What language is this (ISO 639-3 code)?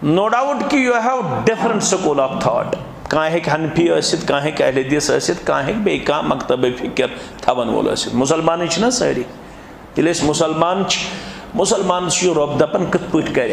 kas